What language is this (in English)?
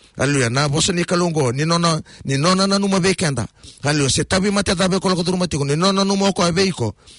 Fijian